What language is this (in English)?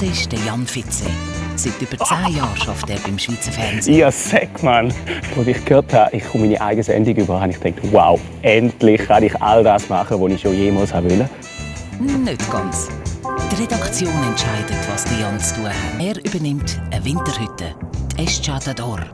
Swiss German